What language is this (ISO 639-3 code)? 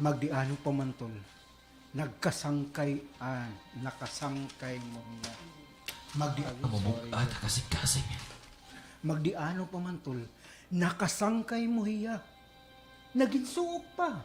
war